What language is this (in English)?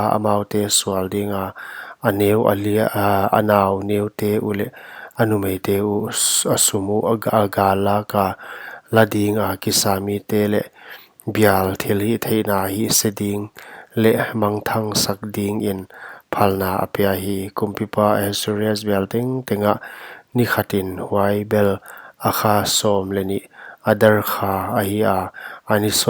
Paite Chin